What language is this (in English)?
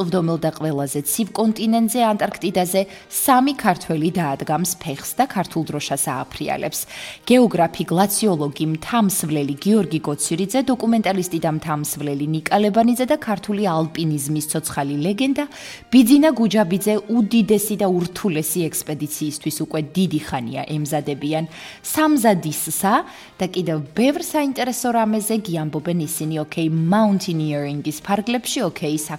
Georgian